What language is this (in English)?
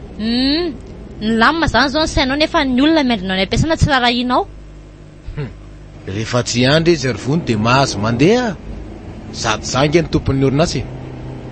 Malagasy